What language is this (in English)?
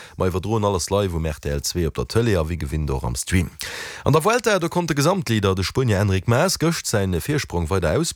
Luxembourgish